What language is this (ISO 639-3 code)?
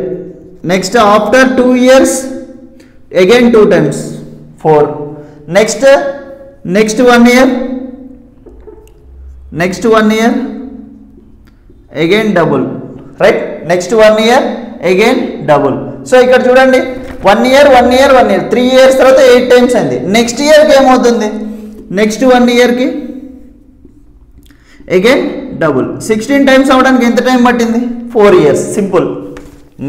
tel